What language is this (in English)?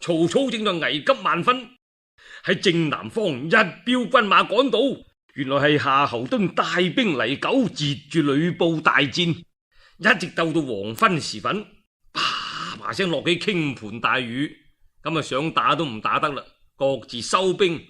Cantonese